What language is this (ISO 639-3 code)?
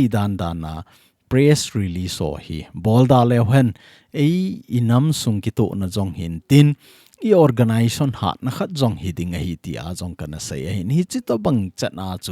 tcz